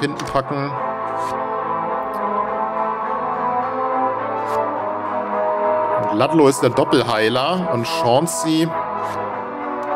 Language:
German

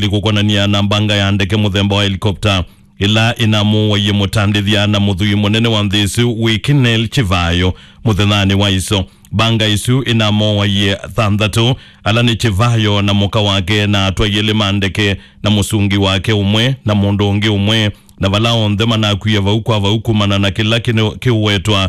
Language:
Kamba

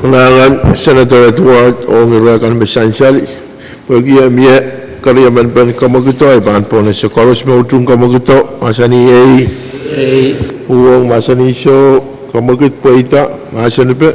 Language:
Pohnpeian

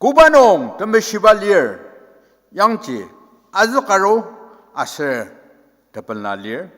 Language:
Ao Naga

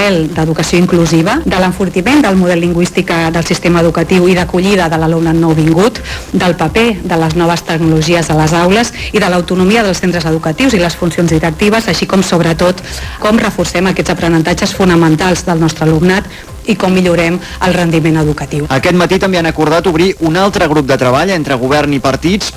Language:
Catalan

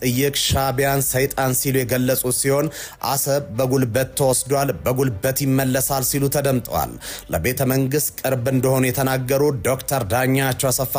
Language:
Amharic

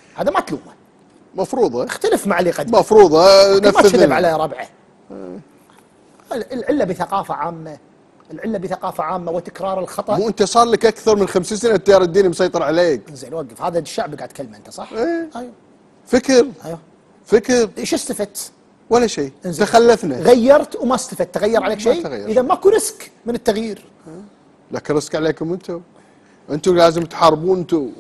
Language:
Gulf Arabic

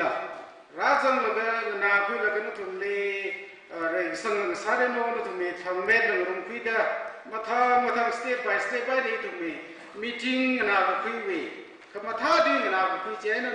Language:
Tangkhul Naga (India)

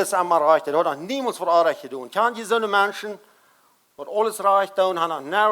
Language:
Plautdietsch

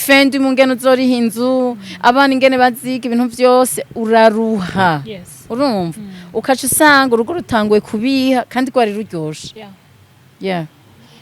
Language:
Rundi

